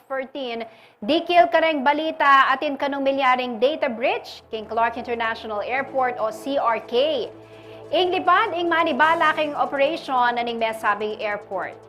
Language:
Pampanga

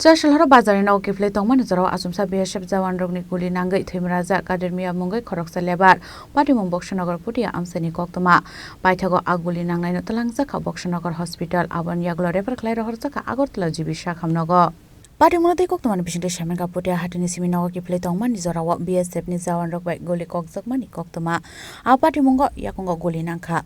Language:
Kok Borok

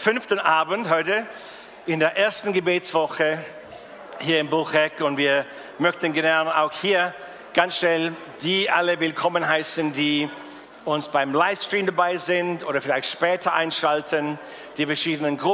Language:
Swiss German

